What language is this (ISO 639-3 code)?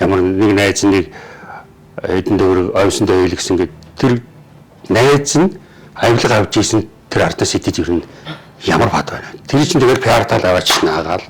mon